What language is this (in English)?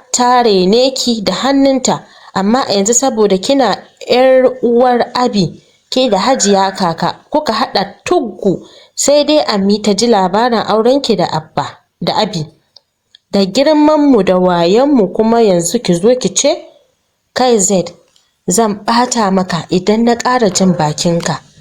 Hausa